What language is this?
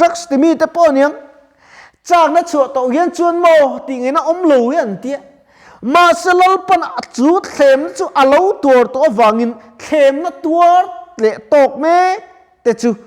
Mizo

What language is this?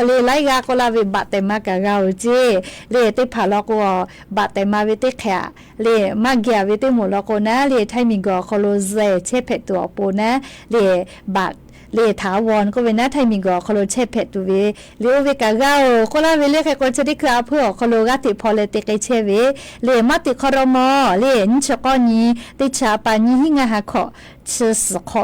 Lahu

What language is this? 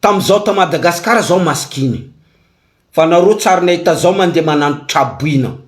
Malagasy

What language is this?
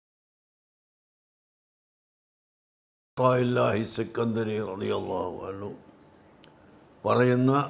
Malayalam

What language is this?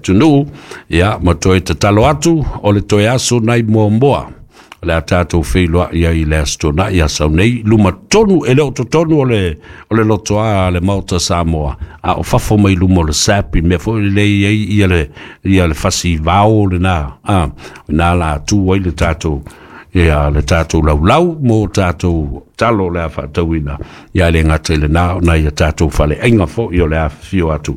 Samoan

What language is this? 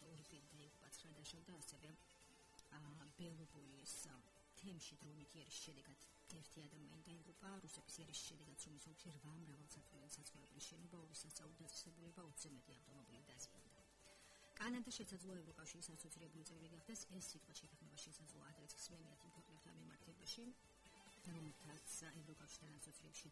Georgian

